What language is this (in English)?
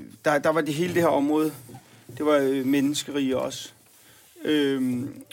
Danish